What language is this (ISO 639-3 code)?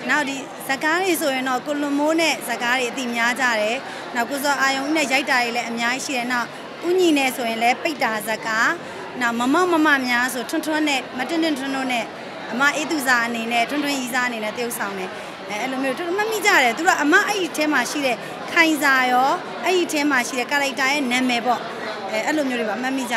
mya